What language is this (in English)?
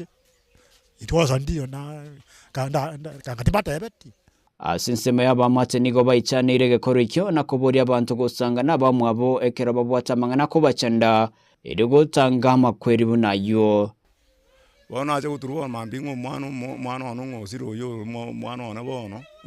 Gusii